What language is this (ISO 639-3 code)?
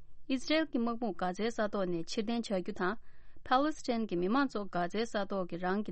bod